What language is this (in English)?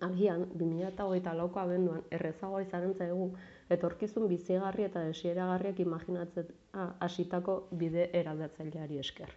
Basque